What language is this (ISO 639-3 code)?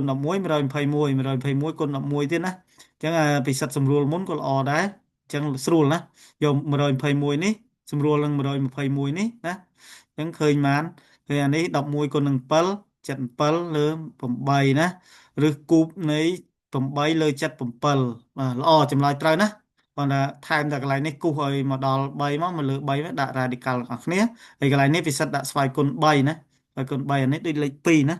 khm